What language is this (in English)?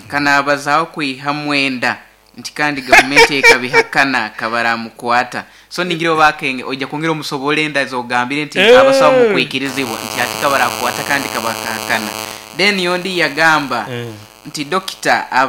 Nyoro